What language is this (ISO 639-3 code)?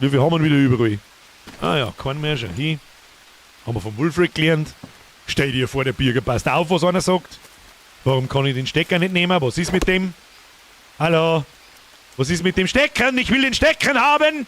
bar